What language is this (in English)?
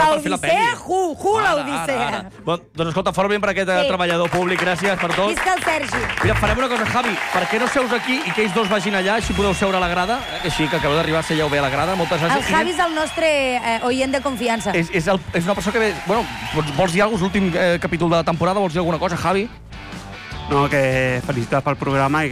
Catalan